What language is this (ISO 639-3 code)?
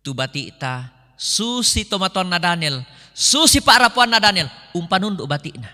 sda